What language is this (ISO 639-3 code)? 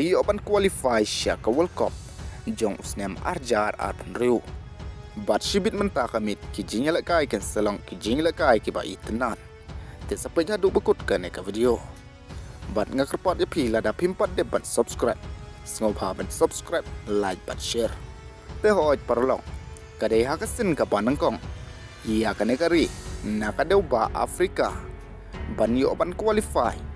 kha